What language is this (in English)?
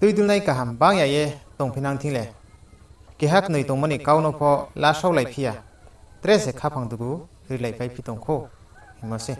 Riang (India)